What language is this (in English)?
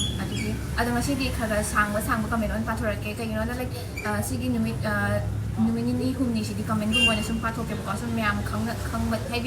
Manipuri